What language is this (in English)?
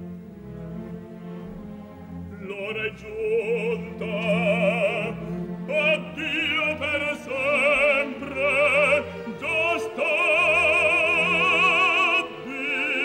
Italian